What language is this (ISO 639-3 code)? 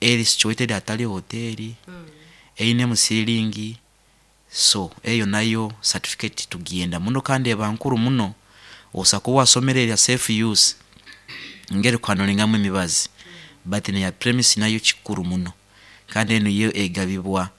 nyo